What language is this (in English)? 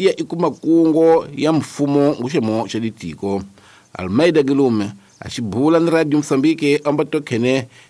Tsonga